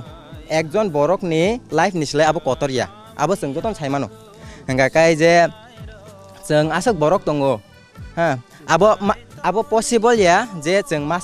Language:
Kok Borok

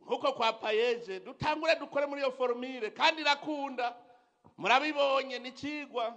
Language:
Rundi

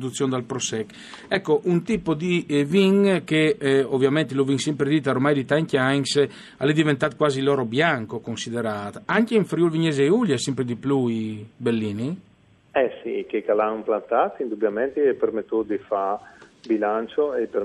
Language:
Friulian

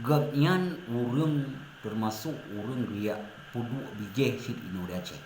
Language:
Achinese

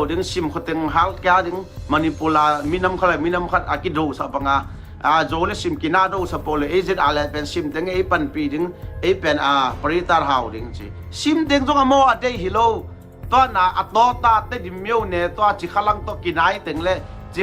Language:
Tedim Chin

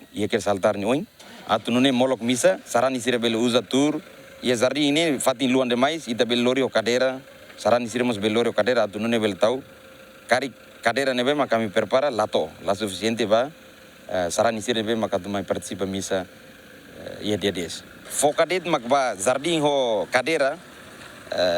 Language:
Tetum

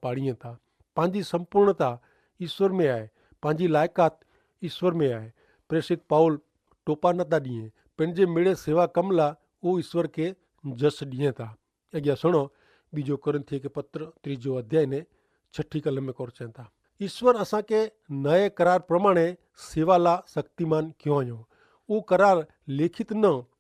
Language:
Kachhi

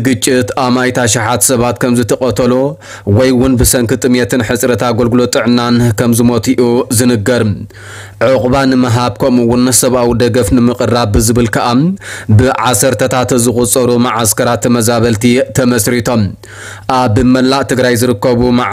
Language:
Tigrinya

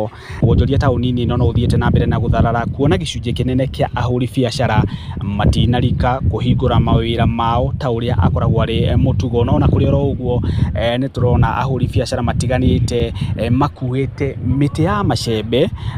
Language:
Kikuyu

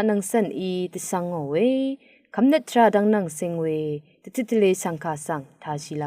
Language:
Rawang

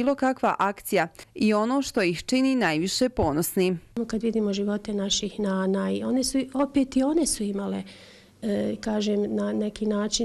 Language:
Bosnian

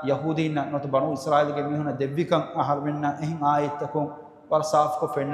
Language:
Divehi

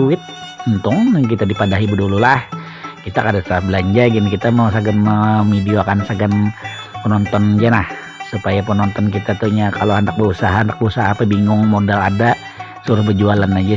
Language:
Banjar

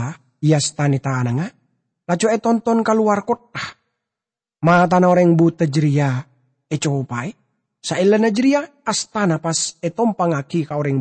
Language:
Madurese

